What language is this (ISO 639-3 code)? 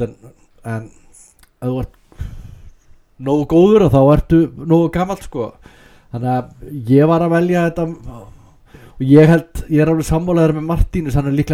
isl